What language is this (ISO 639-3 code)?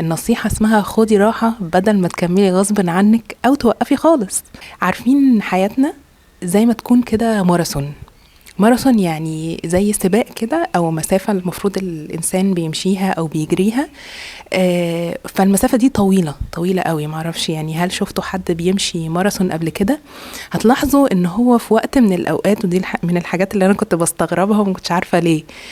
arz